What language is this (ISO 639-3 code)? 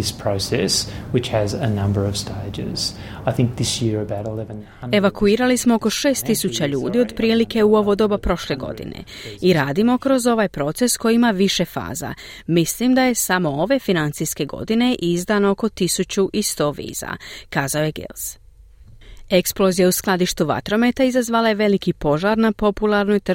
hrv